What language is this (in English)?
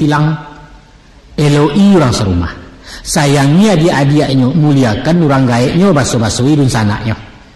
Minangkabau